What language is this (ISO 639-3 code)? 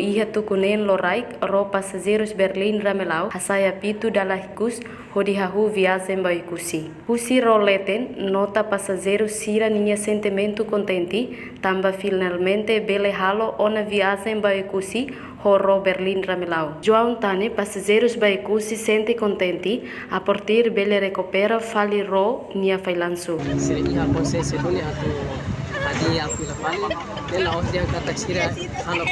tet